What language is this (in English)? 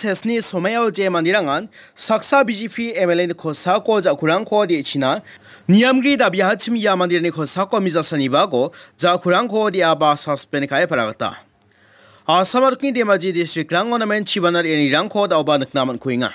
Garo